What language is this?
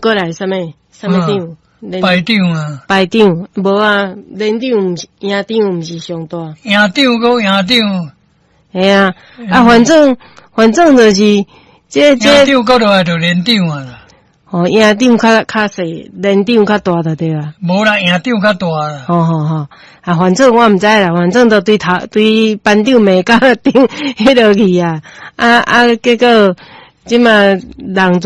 Min Nan Chinese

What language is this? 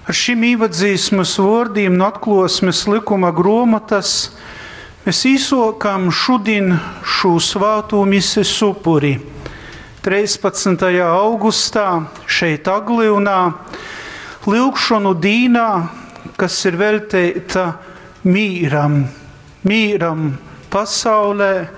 Latgalian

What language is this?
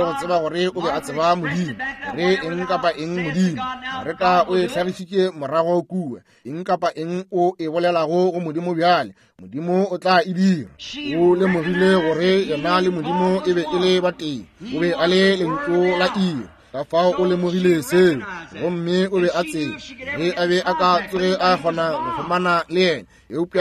Northern Sotho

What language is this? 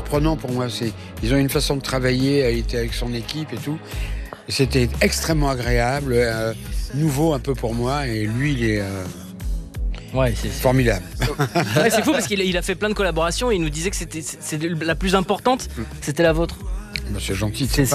French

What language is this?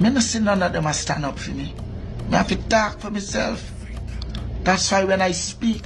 Jamaican Creole English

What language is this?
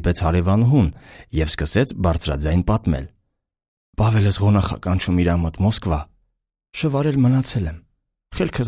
Armenian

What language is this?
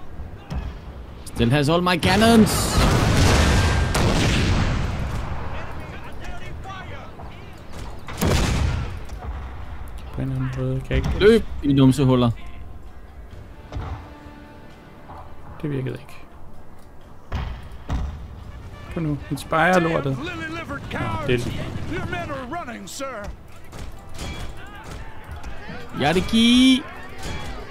Danish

